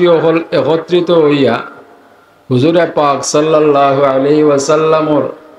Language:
Sylheti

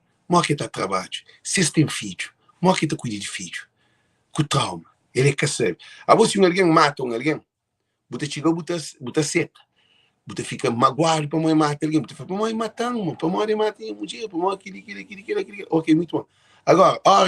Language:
Kabuverdianu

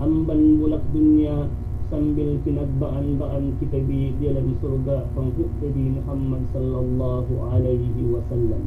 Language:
Yakan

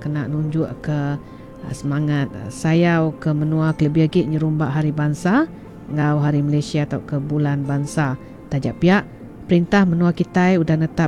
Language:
Iban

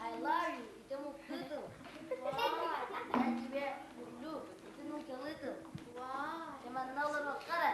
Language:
Yakut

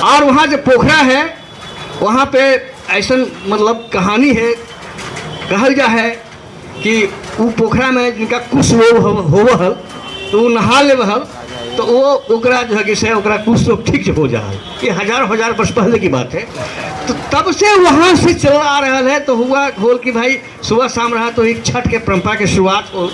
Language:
Magahi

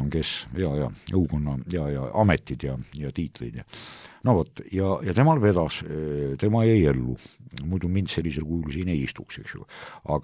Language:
Estonian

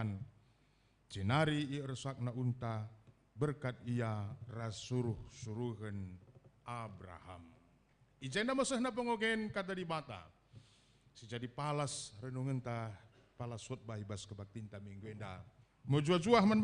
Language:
Batak Karo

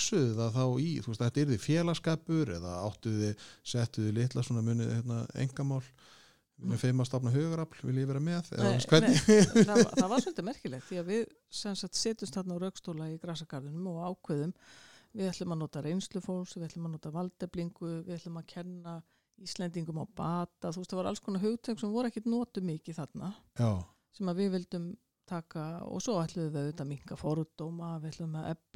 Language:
Icelandic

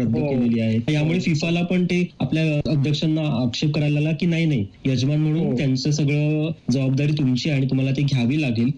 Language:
Marathi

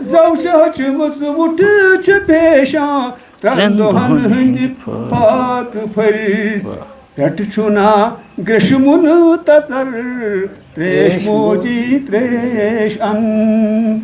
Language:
Kashmiri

